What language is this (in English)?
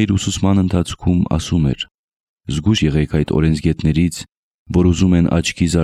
Armenian